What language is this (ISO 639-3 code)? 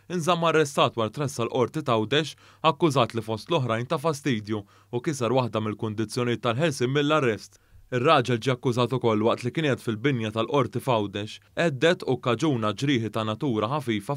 mlt